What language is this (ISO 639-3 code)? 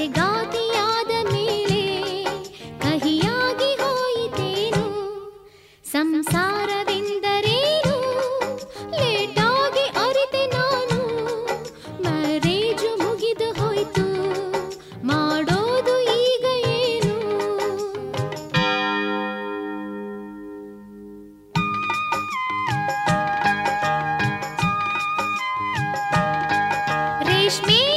kan